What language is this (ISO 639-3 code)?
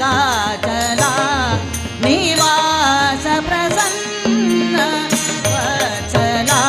kok